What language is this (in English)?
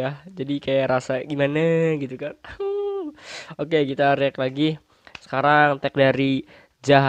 Indonesian